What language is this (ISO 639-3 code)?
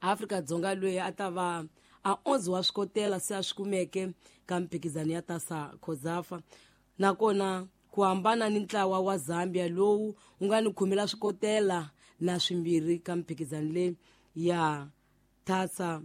tso